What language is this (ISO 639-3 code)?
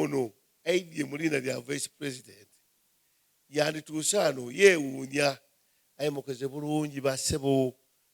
xog